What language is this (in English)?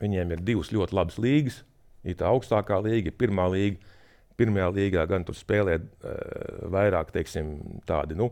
Latvian